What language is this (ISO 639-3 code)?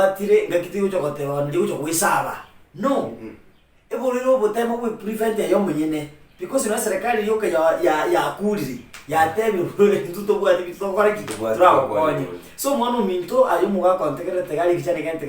guz